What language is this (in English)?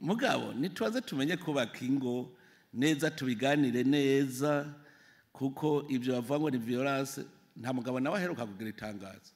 Rundi